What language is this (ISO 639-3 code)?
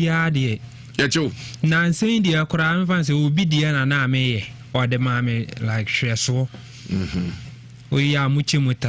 aka